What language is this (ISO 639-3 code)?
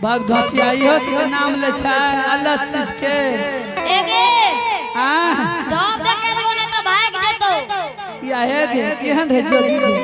anp